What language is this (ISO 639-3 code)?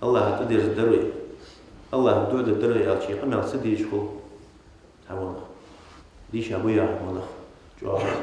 inh